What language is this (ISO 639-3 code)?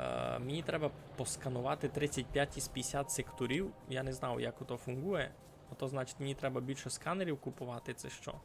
rue